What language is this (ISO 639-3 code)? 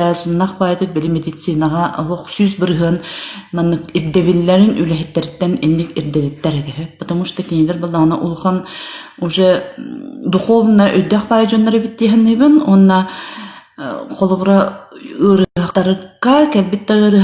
sah